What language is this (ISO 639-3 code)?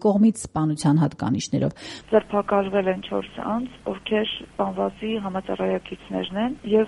hye